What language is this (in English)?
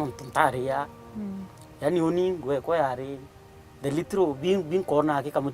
Meru